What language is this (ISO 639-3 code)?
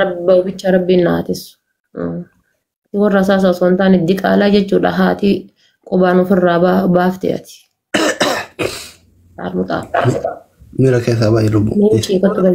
orm